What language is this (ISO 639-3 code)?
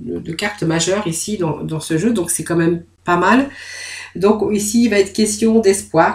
fra